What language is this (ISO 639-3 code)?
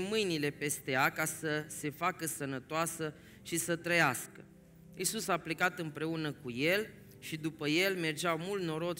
ron